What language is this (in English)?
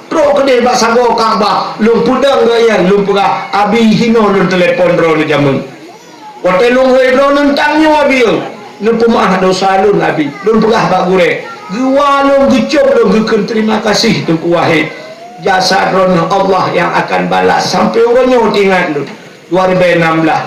Achinese